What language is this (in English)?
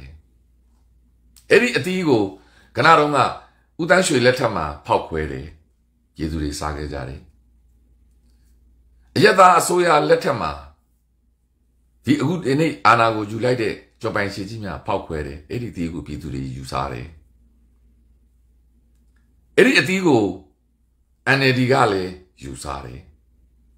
Burmese